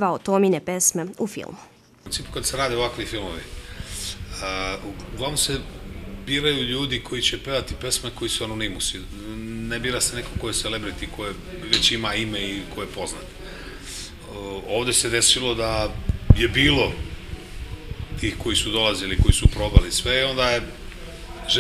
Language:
Serbian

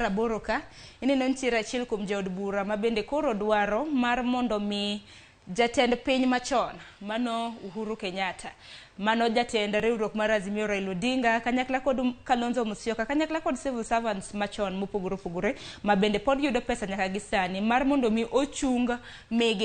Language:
Luo (Kenya and Tanzania)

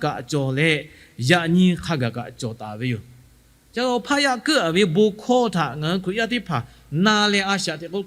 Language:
Lahu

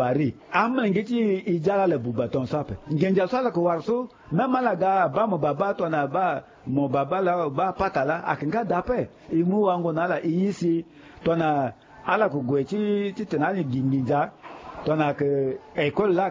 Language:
Sango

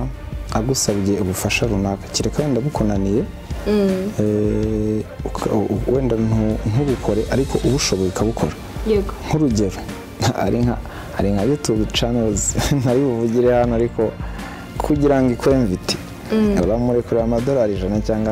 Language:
Kinyarwanda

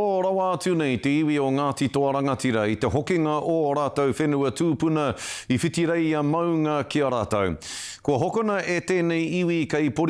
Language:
Māori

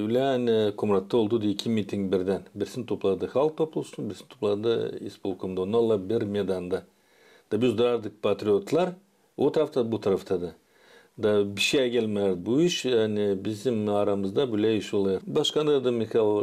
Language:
Gagauz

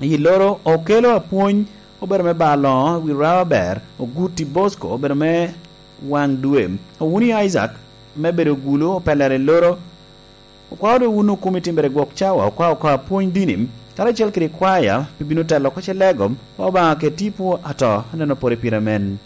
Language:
Lango (Uganda)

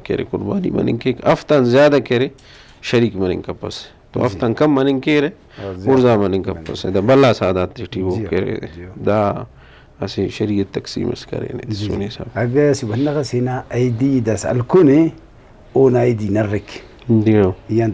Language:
Brahui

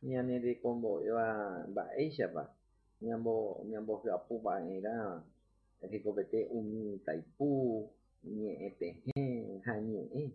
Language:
Guarani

